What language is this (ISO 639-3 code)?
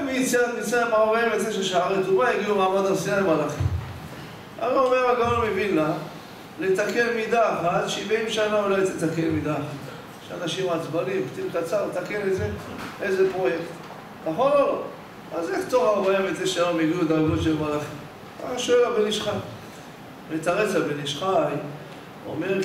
heb